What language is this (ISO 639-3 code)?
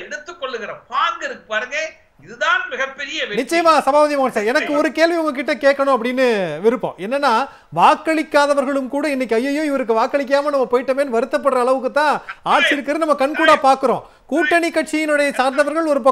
tam